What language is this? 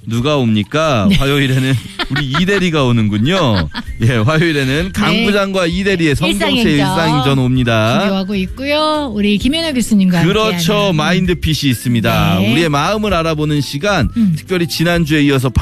Korean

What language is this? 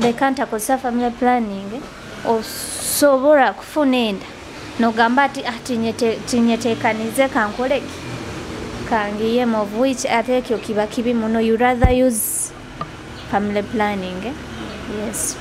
Nyoro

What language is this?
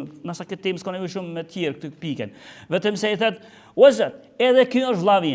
Albanian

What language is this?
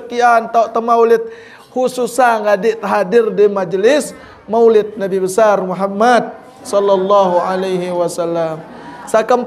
Sasak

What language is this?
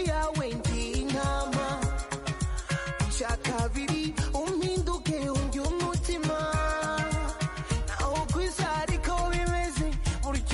Kinyarwanda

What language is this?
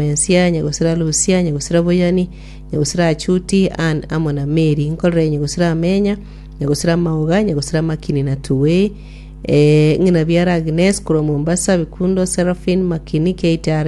Gusii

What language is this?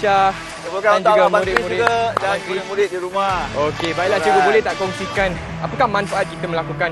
Malay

